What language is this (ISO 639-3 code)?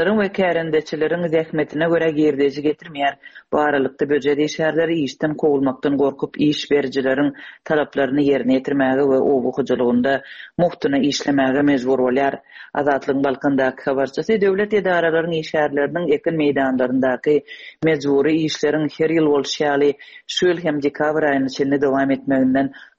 tuk